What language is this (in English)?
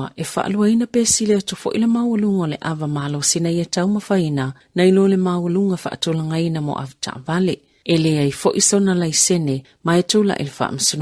Samoan